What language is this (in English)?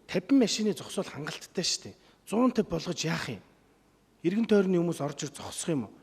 Mongolian